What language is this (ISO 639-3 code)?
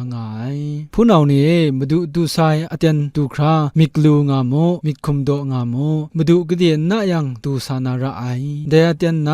kac